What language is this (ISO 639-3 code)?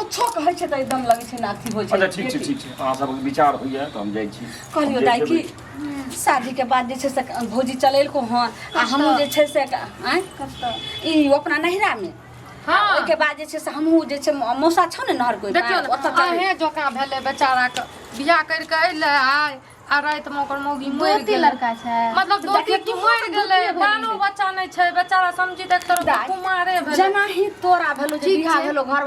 mai